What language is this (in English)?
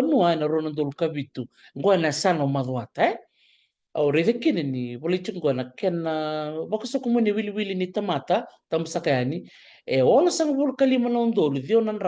Fijian